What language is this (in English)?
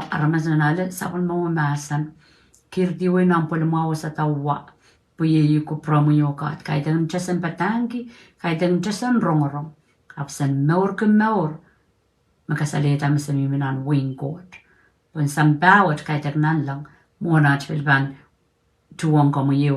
Pohnpeian